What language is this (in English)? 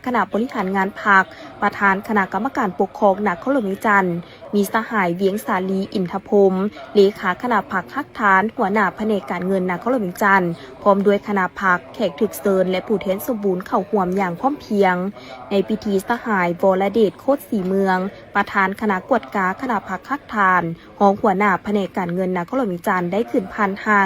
Lao